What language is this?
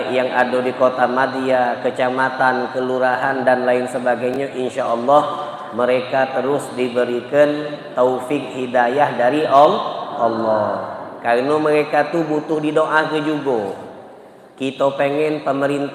Musi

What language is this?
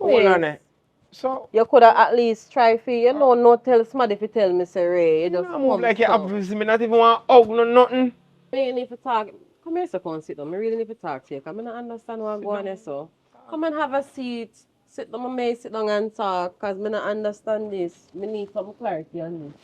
Jamaican Creole English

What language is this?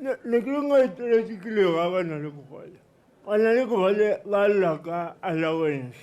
Tswana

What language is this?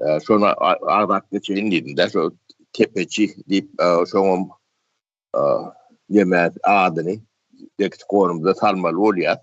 Turkmen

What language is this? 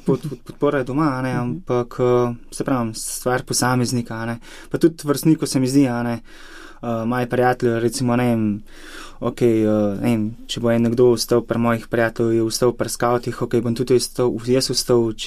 Slovenian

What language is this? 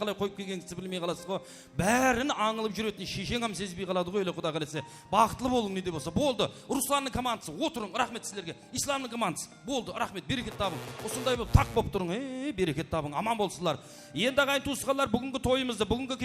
Kara-Kalpak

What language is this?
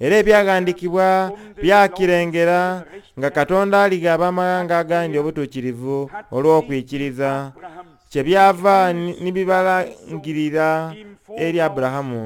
Soga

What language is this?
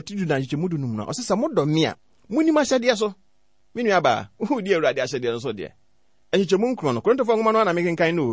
Akan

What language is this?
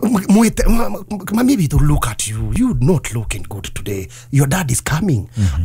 Kikuyu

